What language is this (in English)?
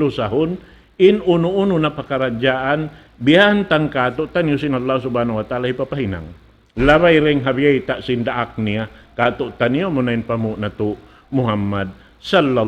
Tausug